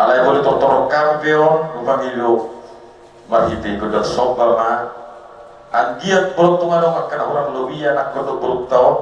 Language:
Batak Toba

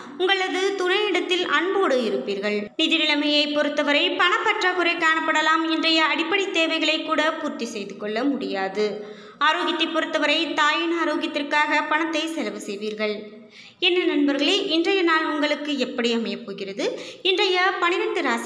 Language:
Tamil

